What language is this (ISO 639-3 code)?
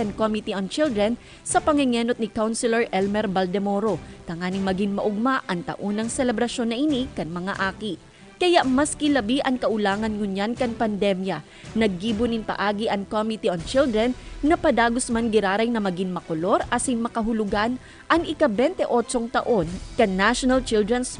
bik